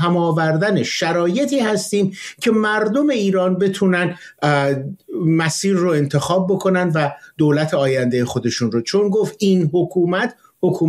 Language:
Persian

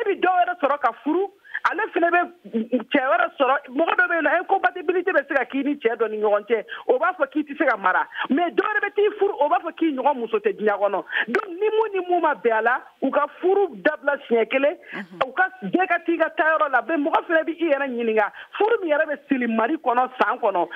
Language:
Bambara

